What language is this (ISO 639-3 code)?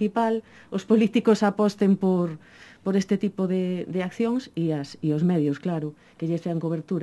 glg